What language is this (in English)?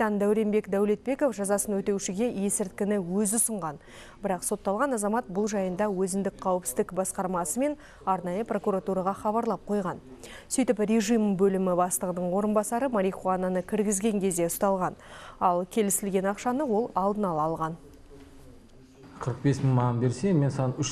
Kazakh